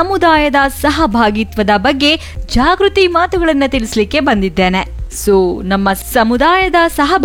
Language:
Kannada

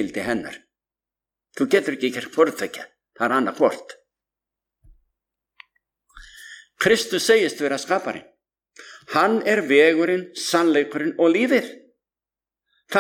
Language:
Icelandic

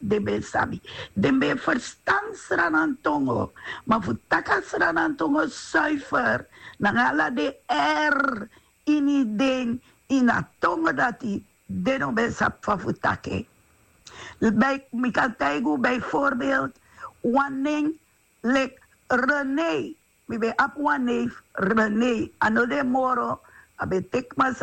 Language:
Sranan Tongo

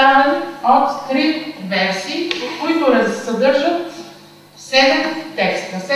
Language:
Bulgarian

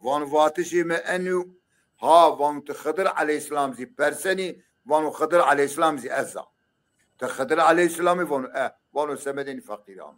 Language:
Zaza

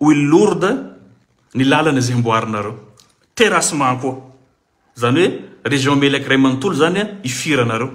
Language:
Malagasy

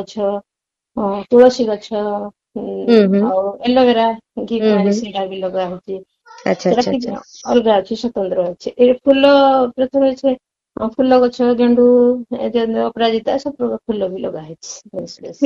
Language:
Odia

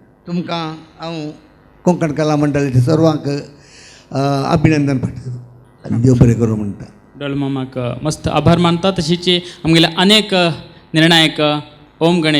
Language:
Konkani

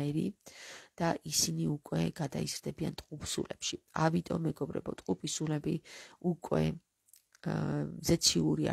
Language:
Georgian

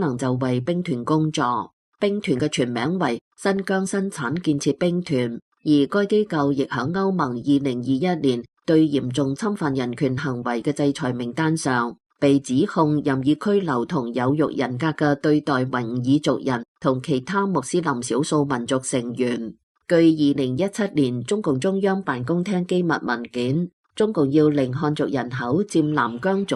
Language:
Cantonese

